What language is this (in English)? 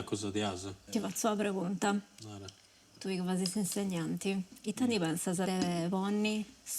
Sardinian